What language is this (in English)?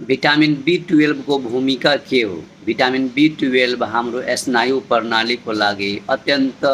Nepali